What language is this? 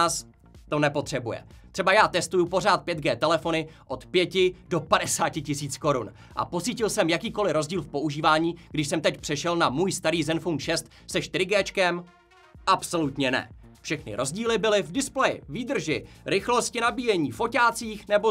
Czech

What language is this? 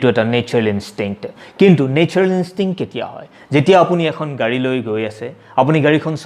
Assamese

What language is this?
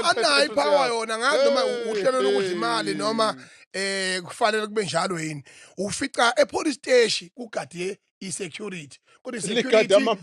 Zulu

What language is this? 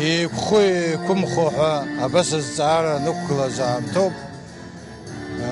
Abkhazian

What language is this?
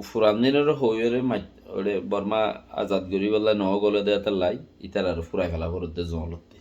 Rohingya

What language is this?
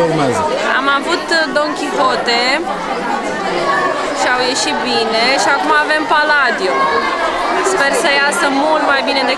Romanian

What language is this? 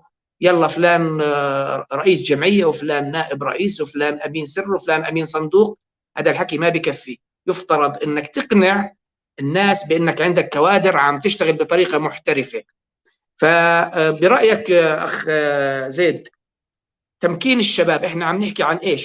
North Levantine Arabic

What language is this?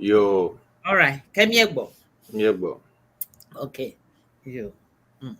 Ewe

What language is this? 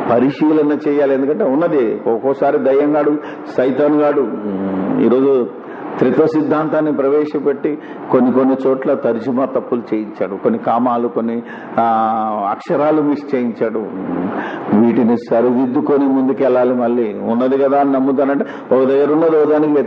Telugu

